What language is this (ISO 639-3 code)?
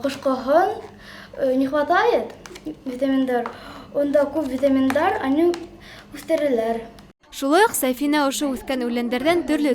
bak